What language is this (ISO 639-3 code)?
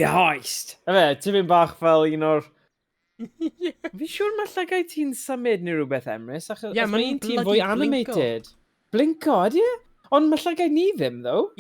cym